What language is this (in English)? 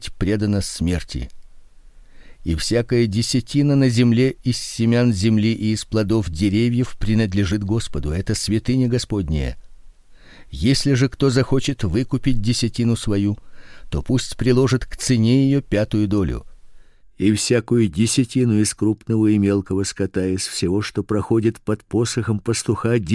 Russian